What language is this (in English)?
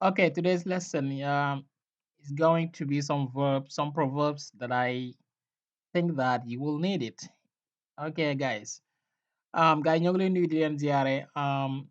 Wolof